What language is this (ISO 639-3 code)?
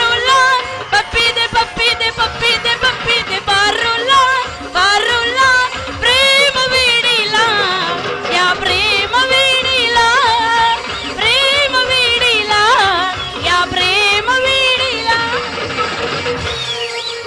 kan